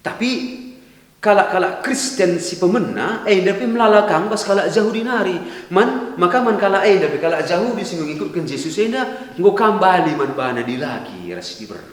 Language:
Batak Karo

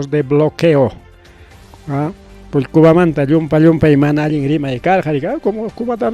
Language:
Ayacucho Quechua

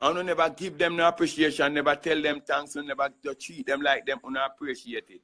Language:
Jamaican Creole English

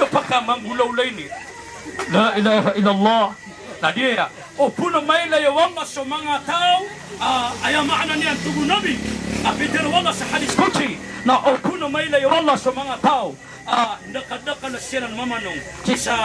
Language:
Maranao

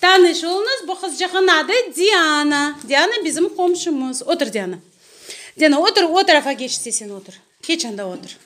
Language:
Crimean Tatar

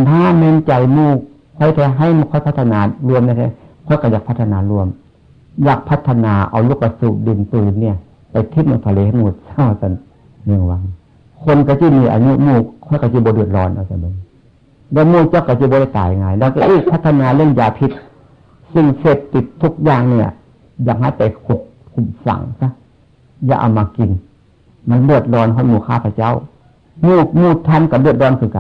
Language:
Northeastern Thai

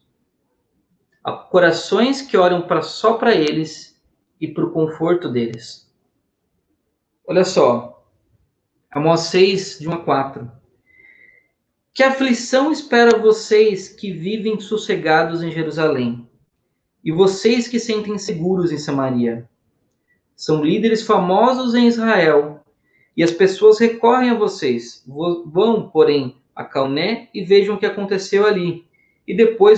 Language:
Portuguese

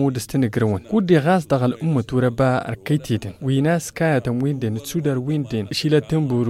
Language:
Tamasheq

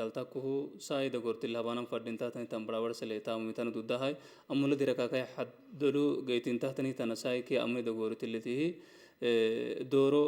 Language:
Oromo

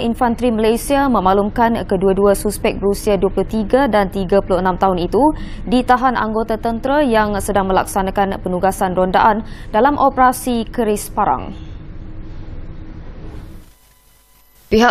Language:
Malay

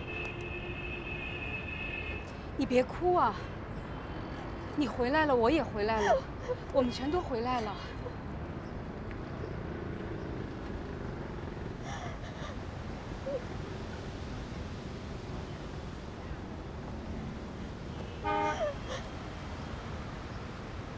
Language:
Chinese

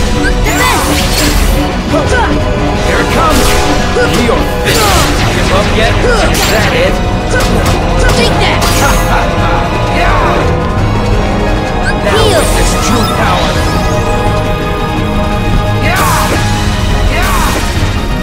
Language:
English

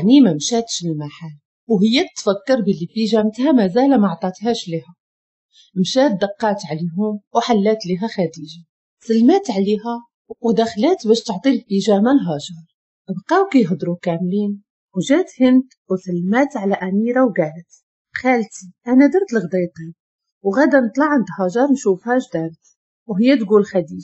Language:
Moroccan Arabic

